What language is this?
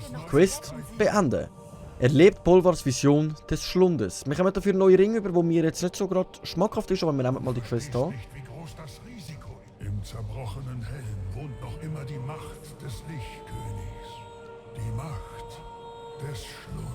Swiss German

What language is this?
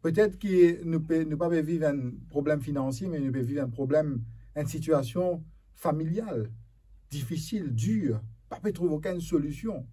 Morisyen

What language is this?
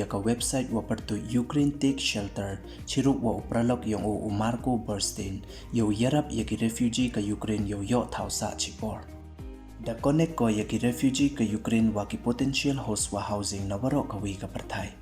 Pnar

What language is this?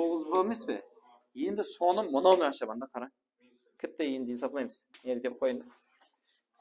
Kara-Kalpak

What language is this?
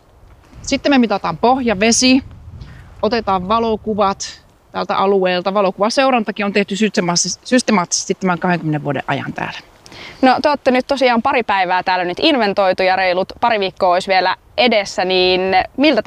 Finnish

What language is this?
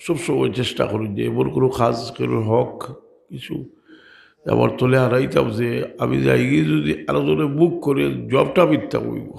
Sylheti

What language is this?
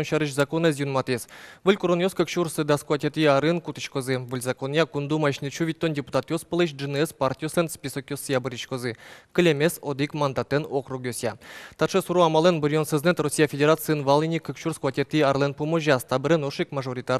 Udmurt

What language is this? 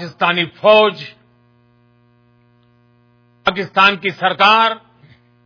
Punjabi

